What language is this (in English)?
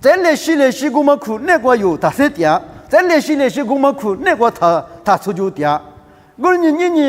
Lisu